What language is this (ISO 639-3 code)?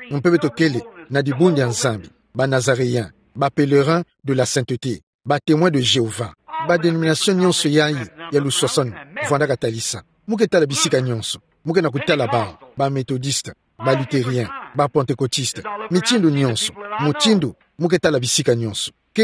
ktu